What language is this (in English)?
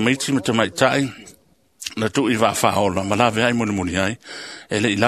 Samoan